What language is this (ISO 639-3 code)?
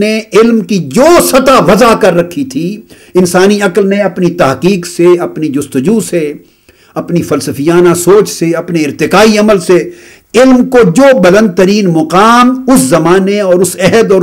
urd